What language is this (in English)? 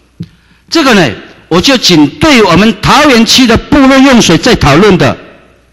Chinese